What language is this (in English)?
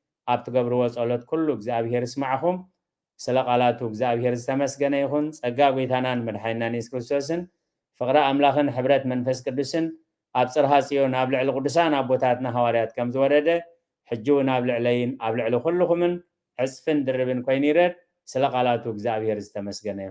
Tigrinya